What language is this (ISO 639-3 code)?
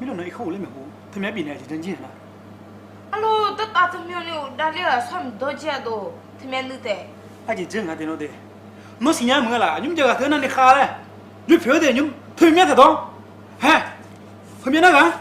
ahk